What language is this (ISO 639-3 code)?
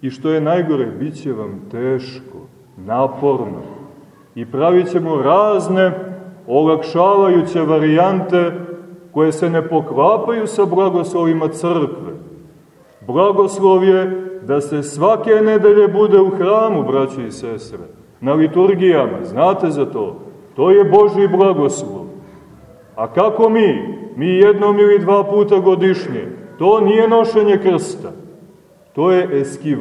srp